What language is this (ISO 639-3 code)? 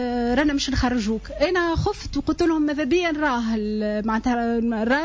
aeb